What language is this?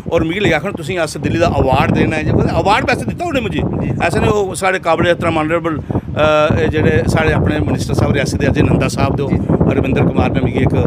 Dogri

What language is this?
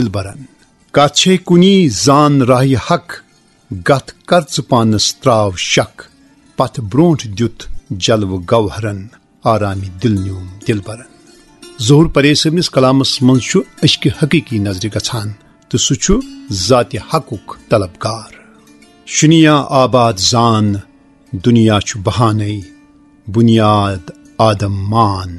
Kashmiri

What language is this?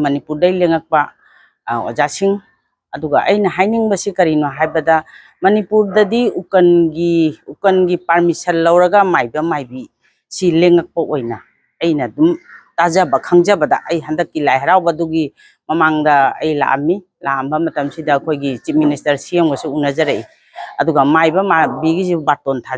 Manipuri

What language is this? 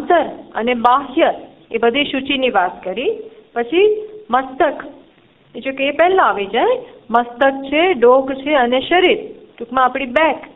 Gujarati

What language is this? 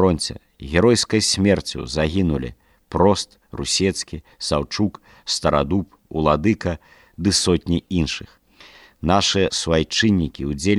Belarusian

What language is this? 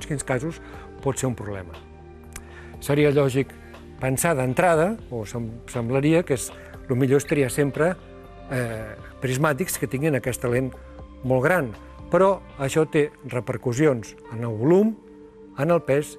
Catalan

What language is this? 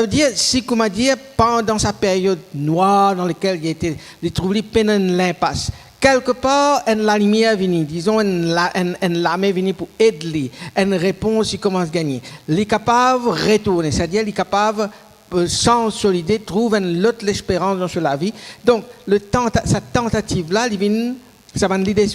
Morisyen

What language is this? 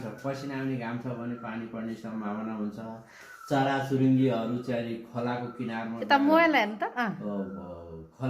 Nepali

